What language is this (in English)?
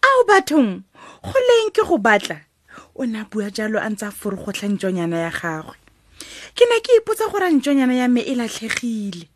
Tswana